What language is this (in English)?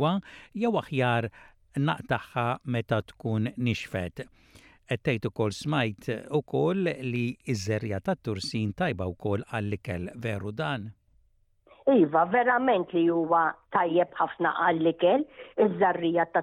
Maltese